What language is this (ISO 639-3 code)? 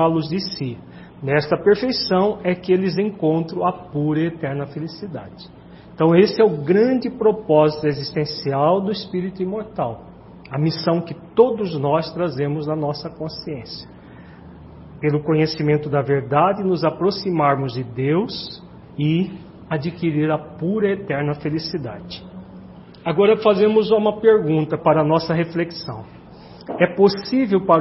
por